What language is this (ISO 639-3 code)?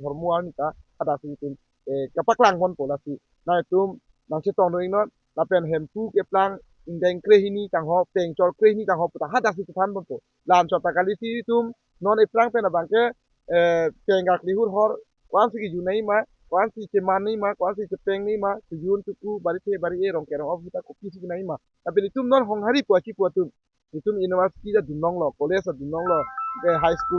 mjw